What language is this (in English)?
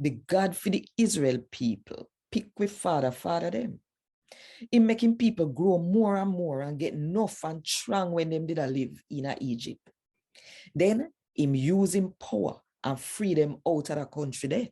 Jamaican Creole English